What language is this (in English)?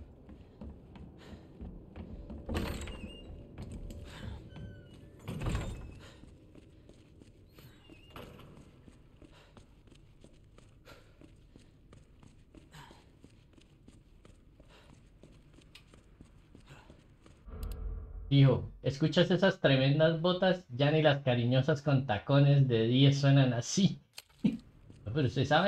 Spanish